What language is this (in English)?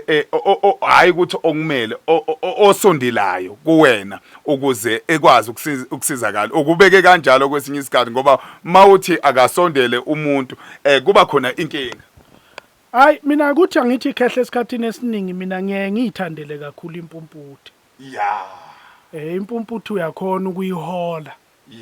Zulu